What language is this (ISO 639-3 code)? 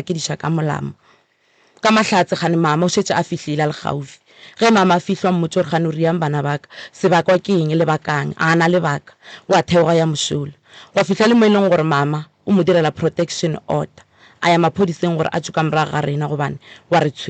nso